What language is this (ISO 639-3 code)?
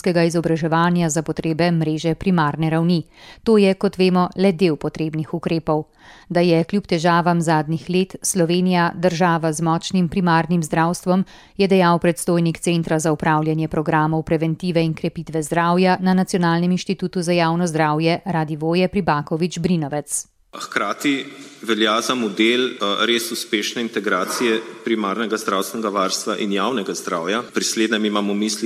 slv